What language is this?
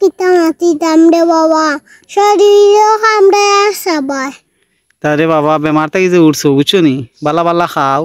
Sylheti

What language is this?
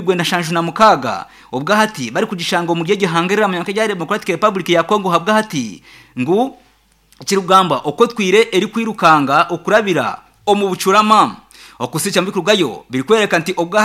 Nyankole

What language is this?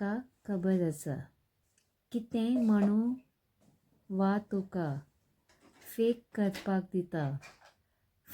Konkani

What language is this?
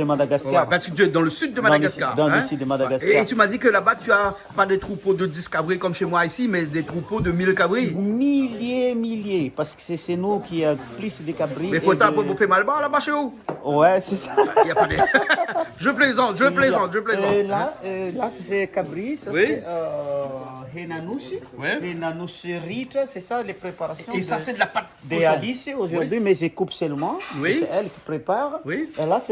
Réunion Creole French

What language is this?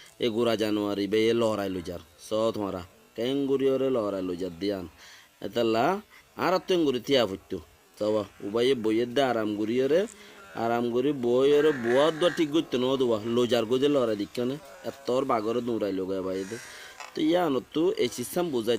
Rohingya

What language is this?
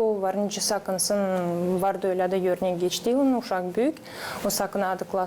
Gagauz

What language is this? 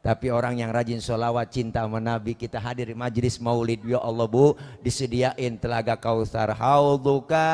Betawi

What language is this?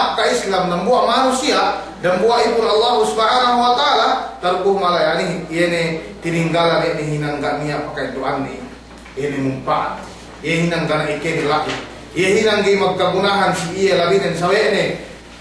Yakan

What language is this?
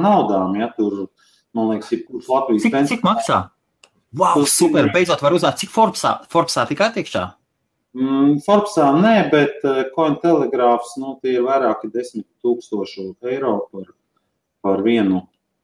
Latvian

